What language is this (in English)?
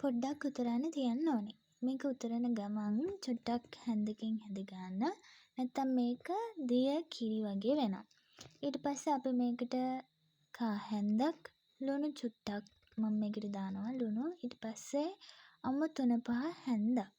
Sinhala